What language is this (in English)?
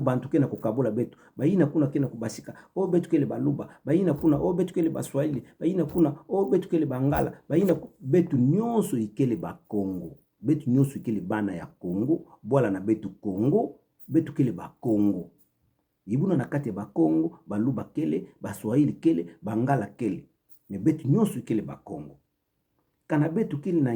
Kituba (Democratic Republic of Congo)